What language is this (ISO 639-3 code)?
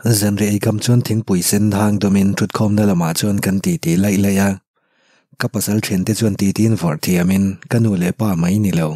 lus